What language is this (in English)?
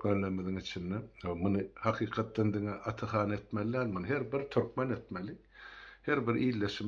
Turkmen